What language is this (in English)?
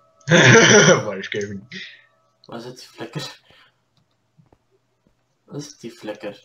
Dutch